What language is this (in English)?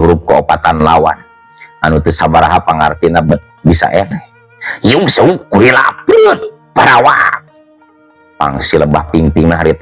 Sundanese